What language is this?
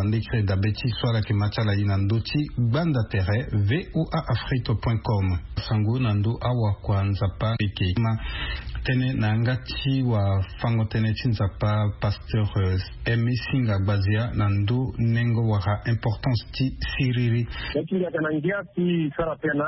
Sango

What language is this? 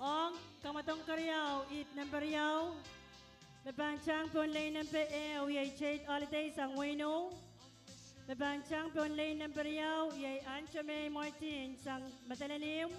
Pohnpeian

